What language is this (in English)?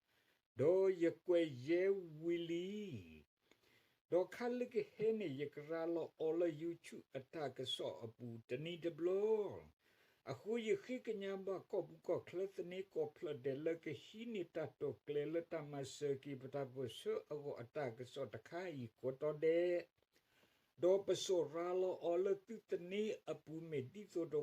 S'gaw Karen